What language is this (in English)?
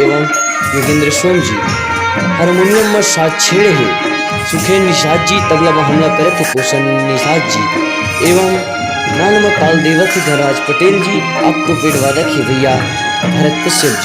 Chhattisgarhi